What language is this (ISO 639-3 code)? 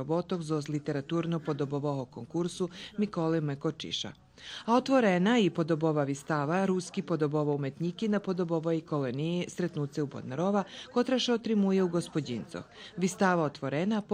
rue